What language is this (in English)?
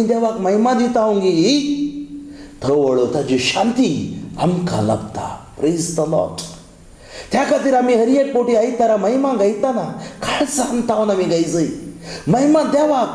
Konkani